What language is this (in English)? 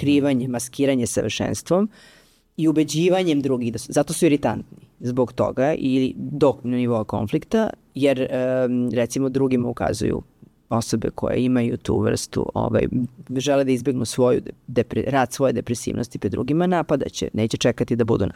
Serbian